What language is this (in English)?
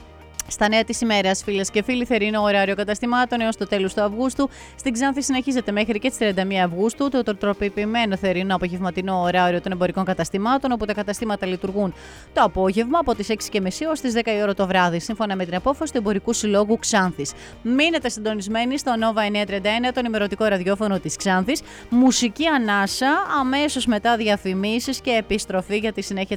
Greek